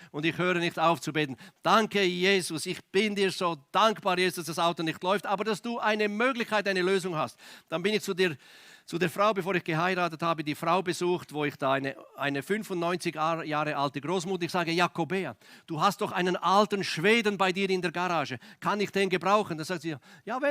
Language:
Swiss German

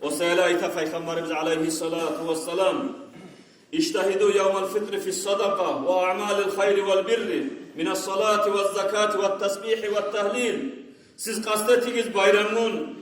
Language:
Kumyk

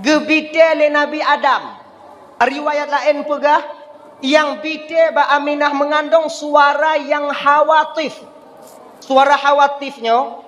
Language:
Achinese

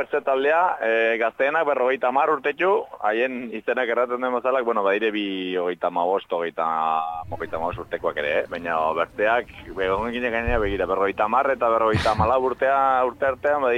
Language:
Basque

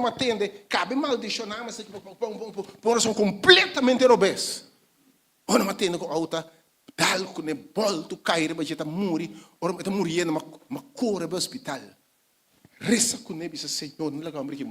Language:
Papiamento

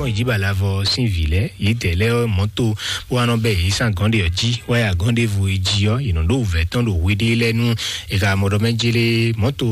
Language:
Fon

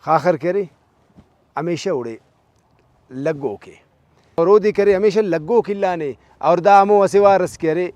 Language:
Brahui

